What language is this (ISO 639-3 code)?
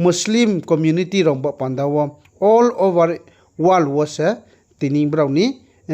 ria